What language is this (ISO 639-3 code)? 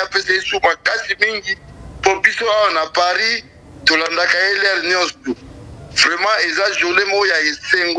lin